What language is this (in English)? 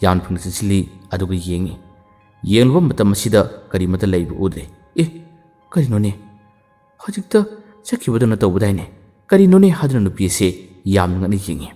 Manipuri